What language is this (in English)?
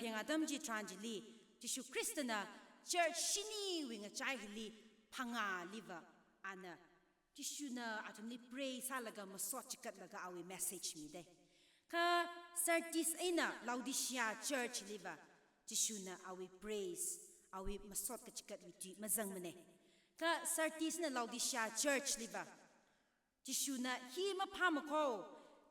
Tangkhul Naga (India)